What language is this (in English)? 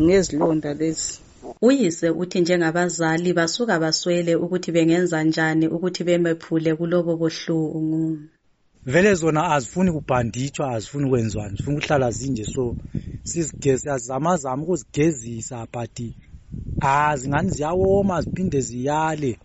North Ndebele